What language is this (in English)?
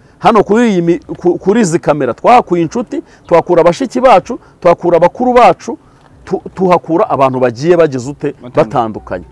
Kinyarwanda